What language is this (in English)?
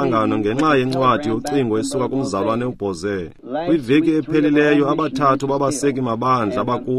Xhosa